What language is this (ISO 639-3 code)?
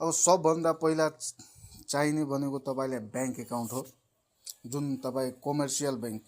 nep